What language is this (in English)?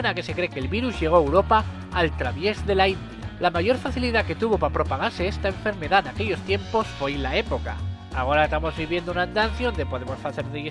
Asturian